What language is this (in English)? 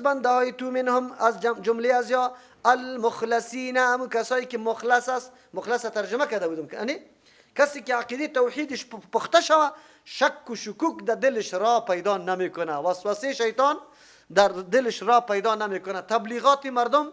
Persian